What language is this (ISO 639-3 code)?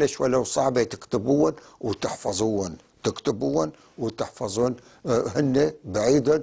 apc